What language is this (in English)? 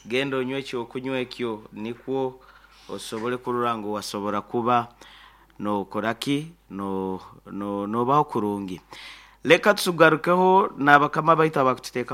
Nyankole